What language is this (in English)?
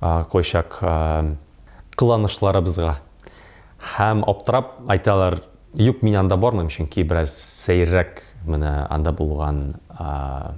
Tatar